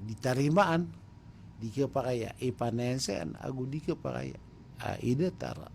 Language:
Maranao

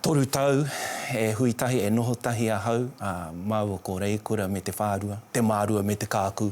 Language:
Māori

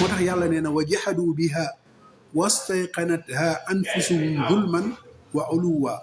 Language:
Wolof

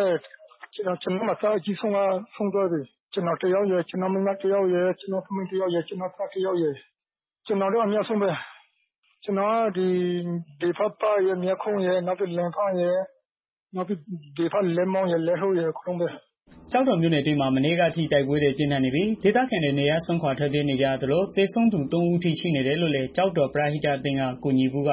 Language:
Burmese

